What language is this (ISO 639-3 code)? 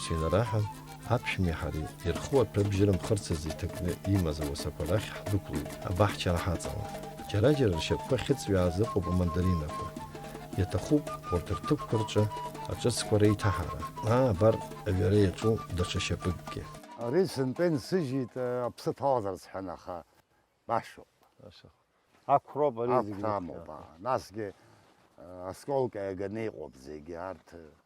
abk